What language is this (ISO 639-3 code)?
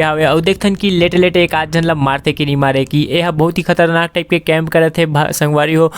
hne